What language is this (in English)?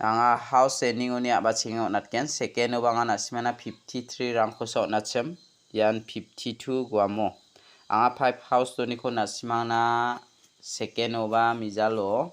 Garo